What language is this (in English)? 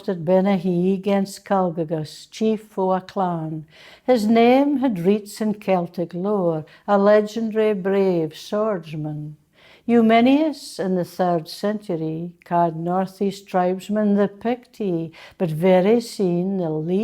Scots